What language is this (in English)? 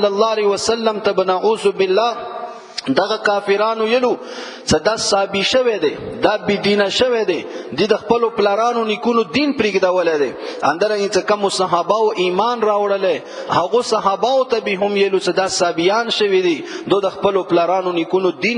Pashto